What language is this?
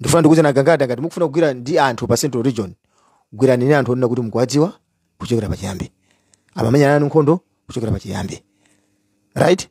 Nyanja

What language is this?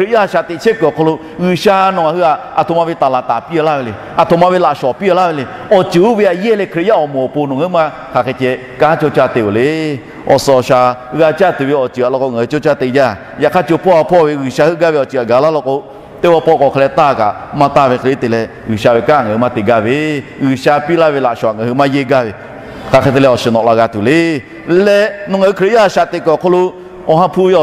Lahu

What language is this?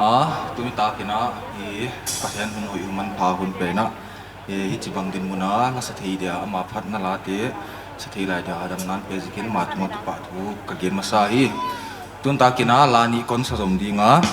Paite Chin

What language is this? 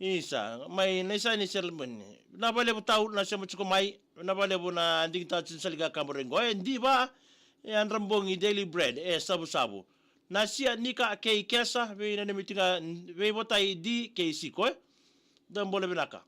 Fijian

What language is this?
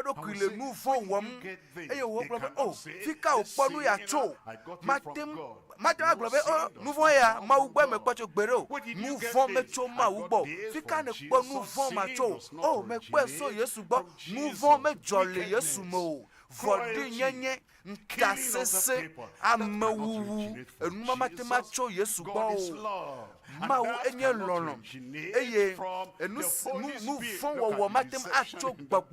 Ewe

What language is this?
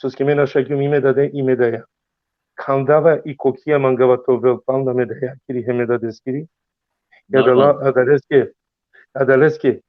Balkan Romani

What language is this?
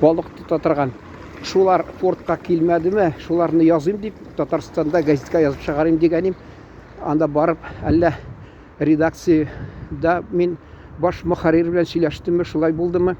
Tatar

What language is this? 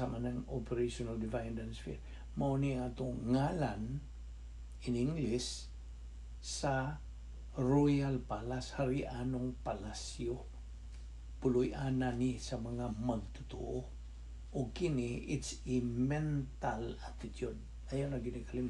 Cebuano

